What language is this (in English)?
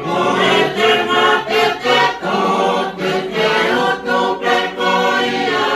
Tongan